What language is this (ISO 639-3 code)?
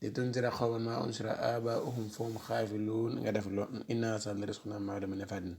wol